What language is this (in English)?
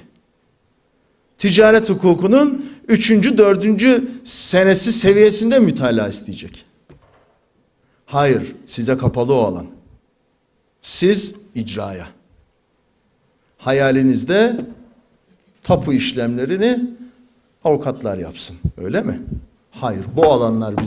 Turkish